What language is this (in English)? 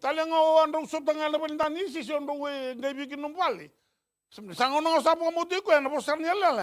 Fijian